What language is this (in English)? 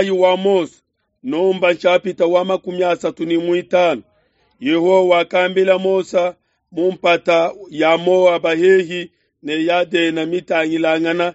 Luba-Lulua